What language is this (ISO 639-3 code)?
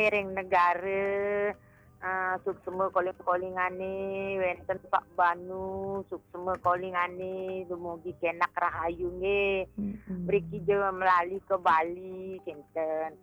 ban